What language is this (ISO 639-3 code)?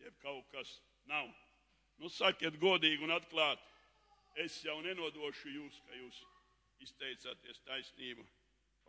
lav